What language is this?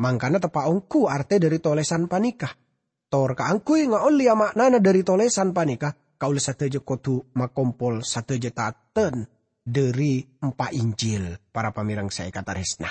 Madurese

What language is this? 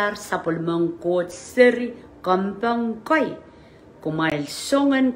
Pohnpeian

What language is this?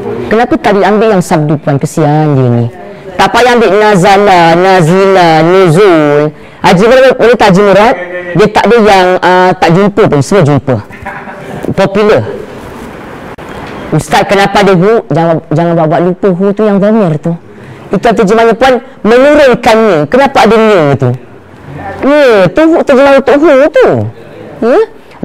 Malay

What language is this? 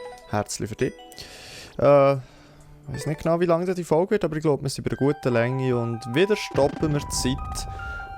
Swiss German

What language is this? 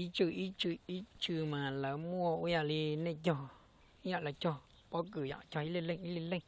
Hmong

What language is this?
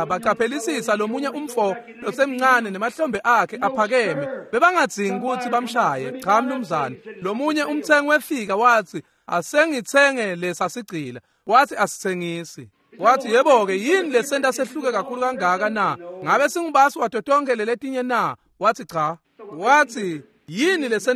Swati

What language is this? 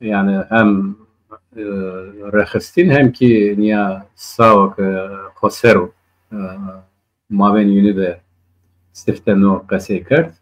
Zaza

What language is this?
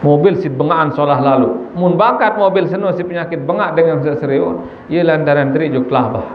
Sasak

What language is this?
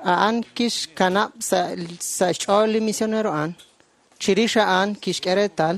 Kekchí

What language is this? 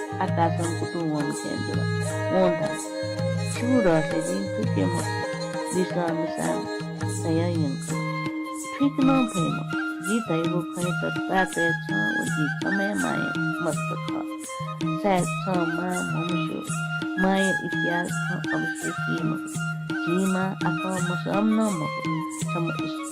Newari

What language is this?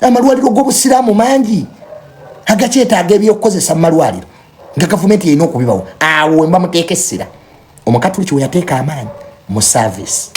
Ganda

